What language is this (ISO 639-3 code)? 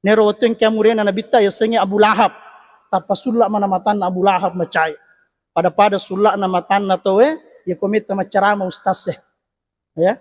bug